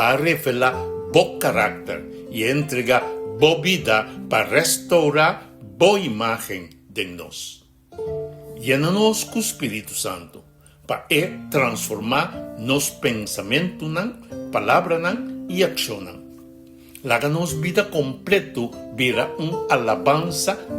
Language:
Papiamento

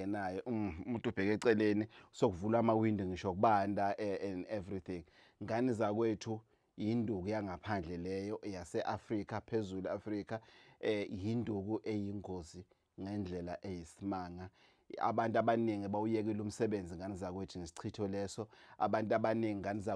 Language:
Zulu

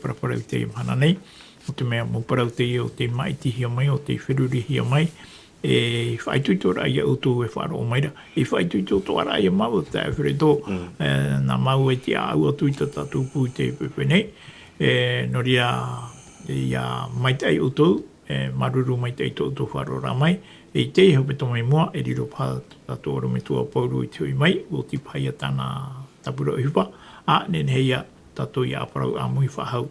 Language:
Tahitian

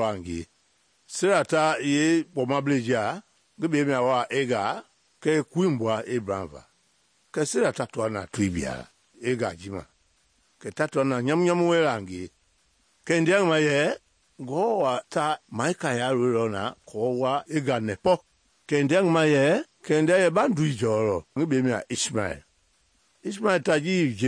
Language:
Mende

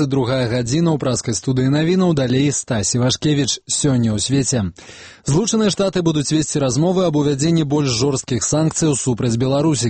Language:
Belarusian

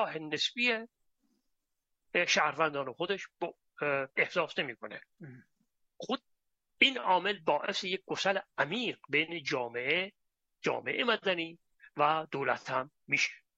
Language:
Persian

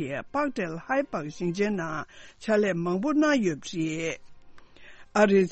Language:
Tibetan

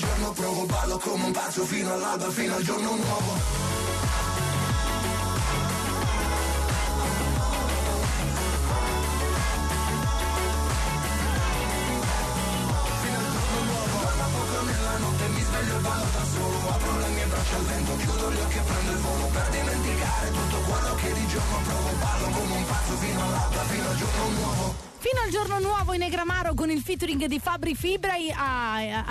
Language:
Italian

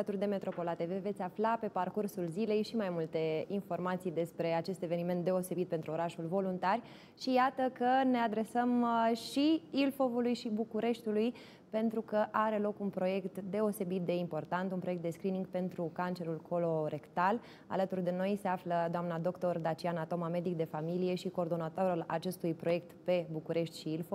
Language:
Romanian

